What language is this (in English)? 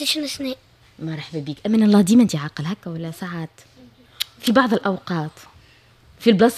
Tunisian Arabic